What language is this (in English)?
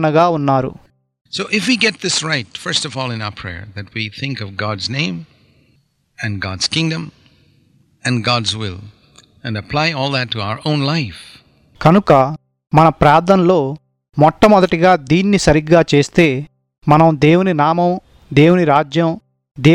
Telugu